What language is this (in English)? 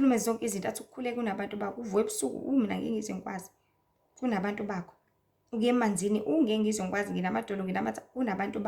Zulu